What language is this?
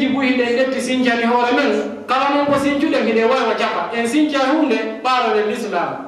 Fula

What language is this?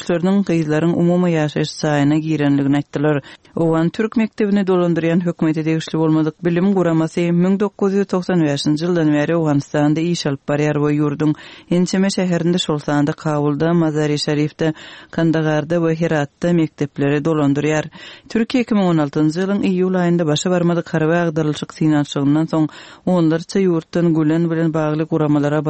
Kyrgyz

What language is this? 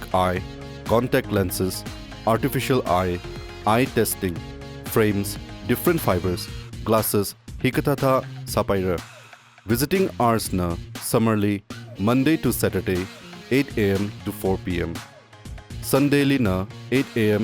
Tangkhul Naga (India)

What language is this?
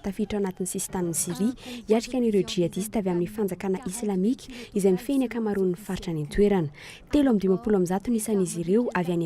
Malagasy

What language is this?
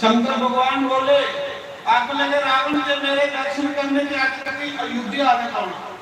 Dogri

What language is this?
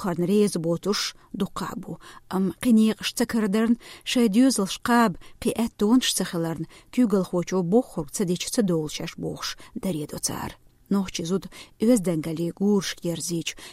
Chechen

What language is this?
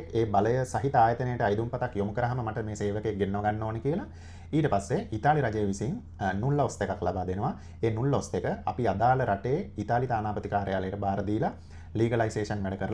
Sinhala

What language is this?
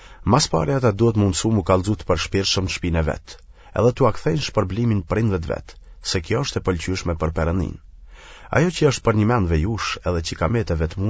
Albanian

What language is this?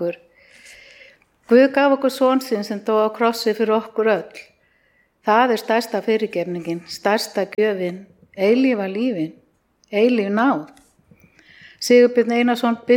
Icelandic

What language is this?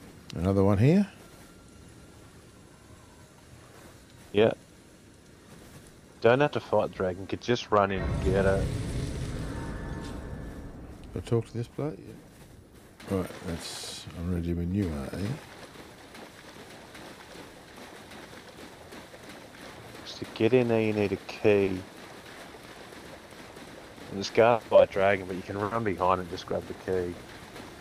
English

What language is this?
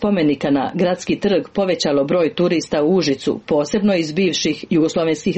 Serbian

